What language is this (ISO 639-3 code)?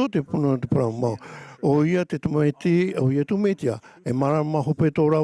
tah